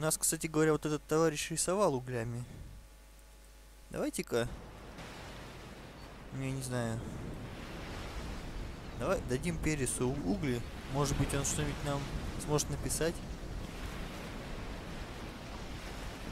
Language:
Russian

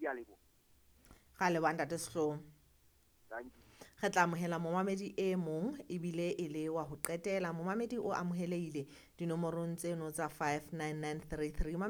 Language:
Southern Sotho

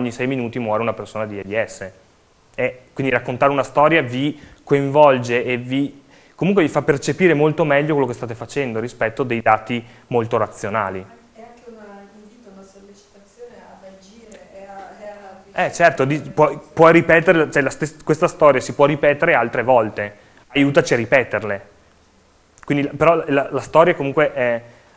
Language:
Italian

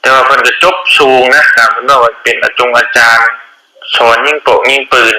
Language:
Northeastern Thai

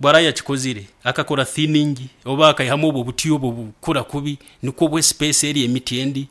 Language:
Nyoro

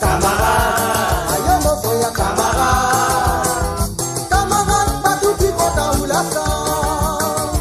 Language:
Morisyen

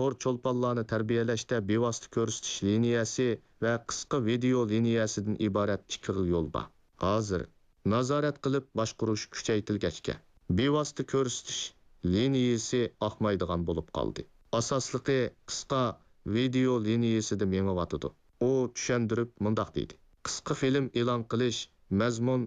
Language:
Uyghur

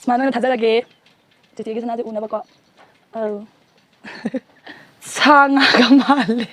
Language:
Manipuri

